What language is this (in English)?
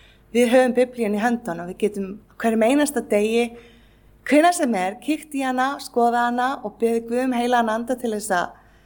Icelandic